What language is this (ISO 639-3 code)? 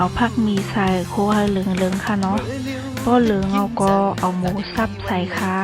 shn